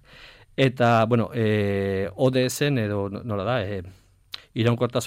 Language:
Basque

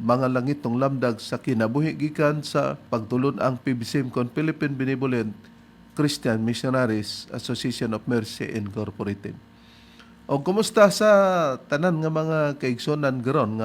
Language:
Cebuano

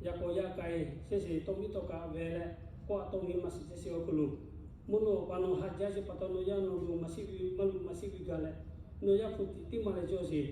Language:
Lahu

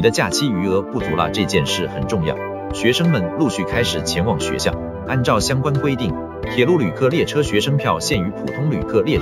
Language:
Chinese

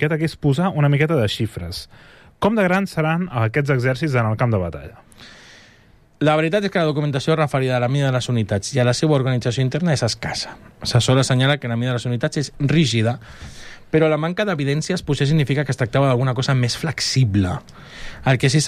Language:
Catalan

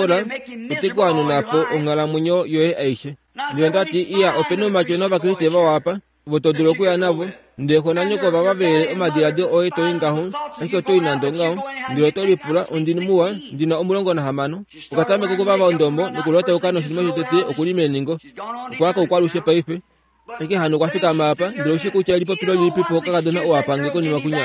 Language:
Kuanyama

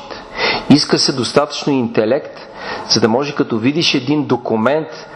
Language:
Bulgarian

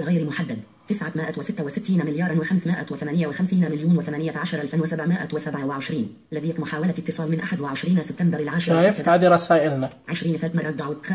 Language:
Najdi Arabic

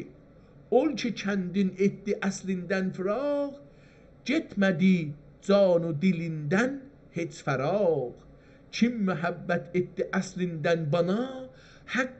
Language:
South Azerbaijani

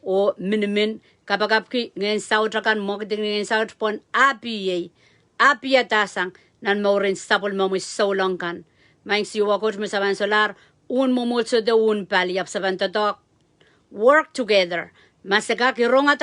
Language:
Pohnpeian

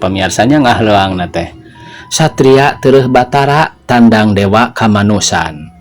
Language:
Sundanese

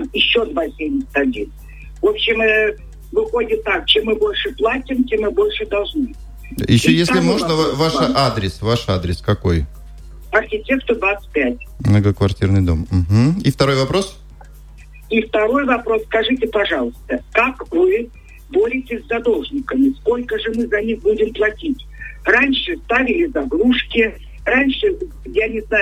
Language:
Russian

